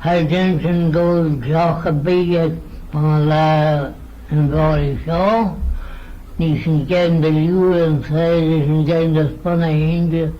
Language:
Manx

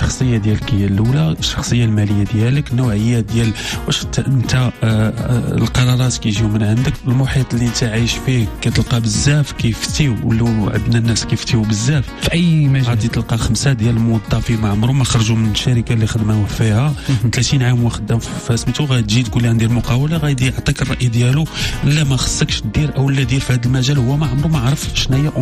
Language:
Moroccan Arabic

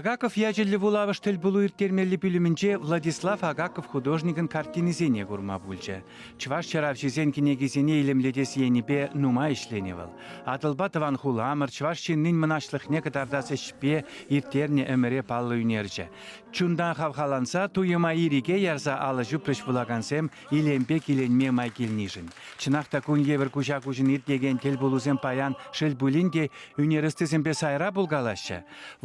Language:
Chuvash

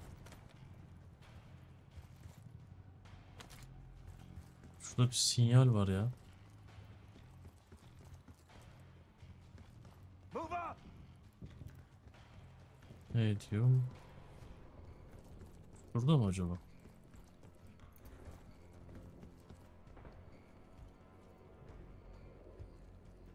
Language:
Turkish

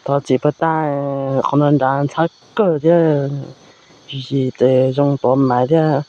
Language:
Hmong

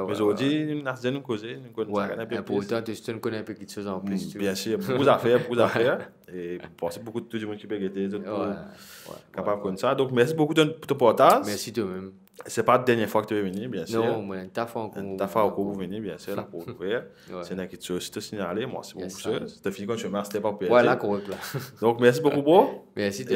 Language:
Morisyen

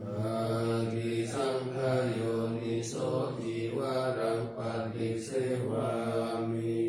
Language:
Pali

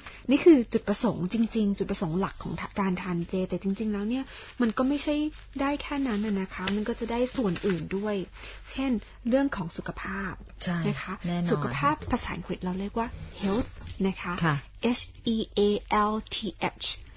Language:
Thai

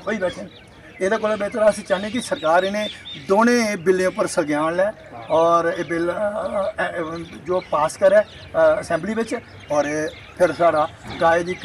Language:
Dogri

